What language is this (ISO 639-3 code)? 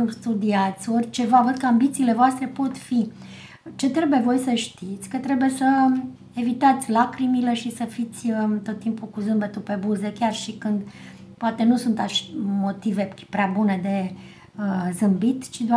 ron